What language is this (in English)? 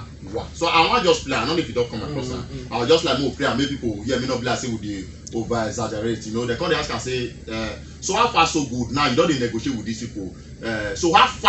Nigerian Pidgin